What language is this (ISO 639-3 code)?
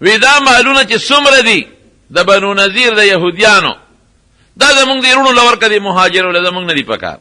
pus